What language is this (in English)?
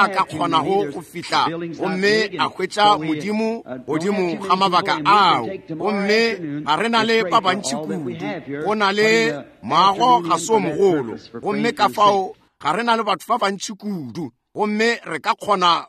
Northern Sotho